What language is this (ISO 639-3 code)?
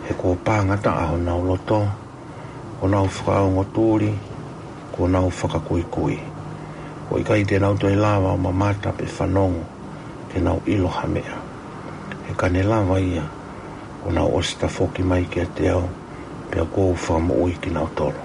ton